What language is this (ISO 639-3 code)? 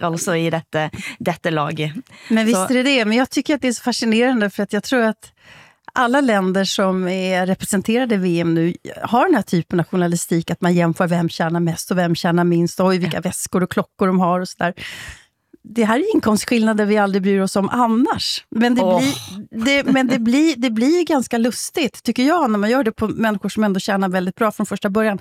swe